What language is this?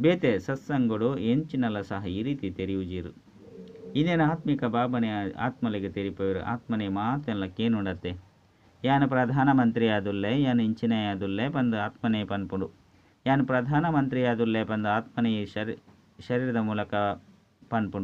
Tulu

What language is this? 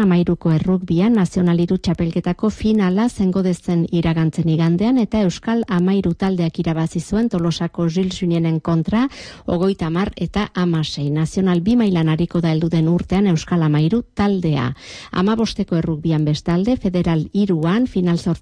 Basque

